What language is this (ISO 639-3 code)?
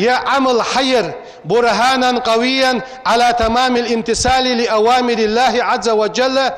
inh